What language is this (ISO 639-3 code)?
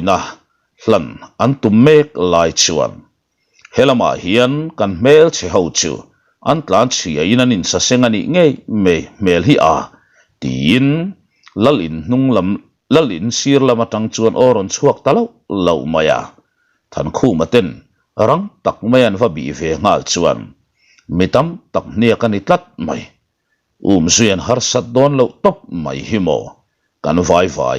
lus